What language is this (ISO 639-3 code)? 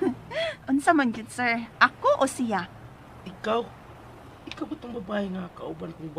ceb